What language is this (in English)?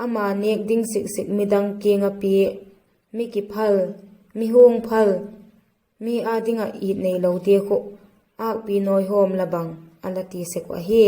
Vaiphei